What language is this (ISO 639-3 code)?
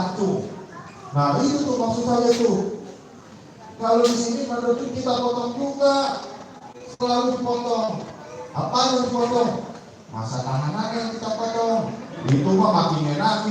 bew